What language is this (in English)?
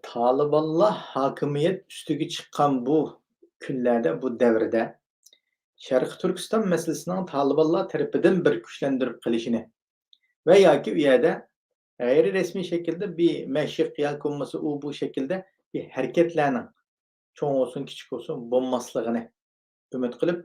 Uyghur